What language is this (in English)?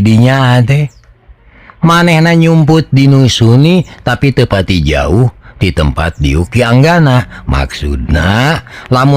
Sundanese